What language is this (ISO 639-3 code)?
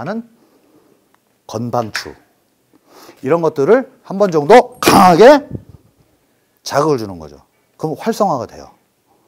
kor